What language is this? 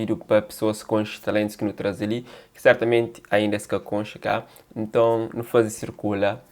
Kabuverdianu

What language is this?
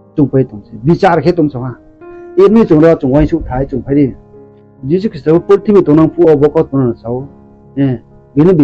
Riang (India)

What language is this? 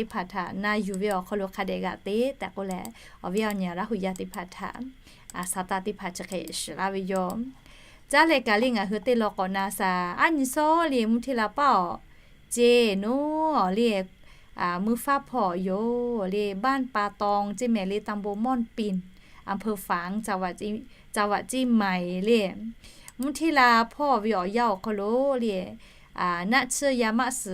Lahu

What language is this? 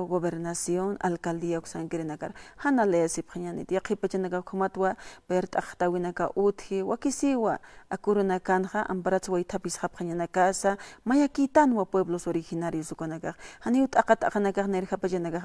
Aymara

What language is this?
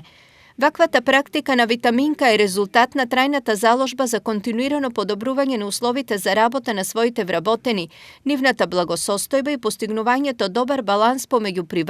Macedonian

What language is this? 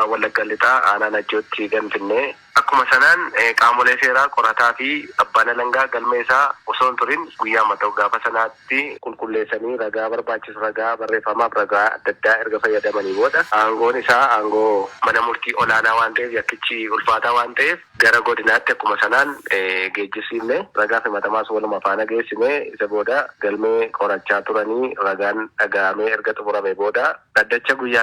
Oromo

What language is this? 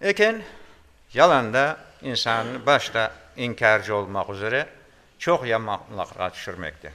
Crimean Tatar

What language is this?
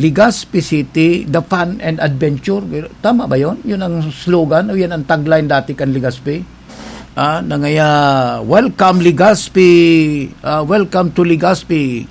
Bikol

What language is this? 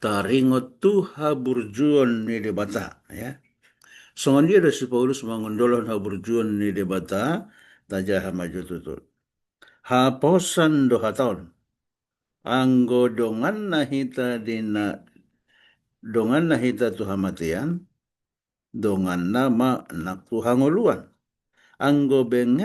Batak Toba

